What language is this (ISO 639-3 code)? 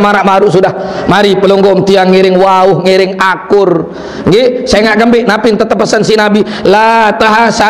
sas